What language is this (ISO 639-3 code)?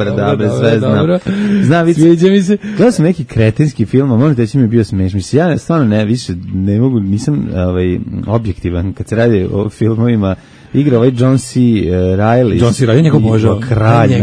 srp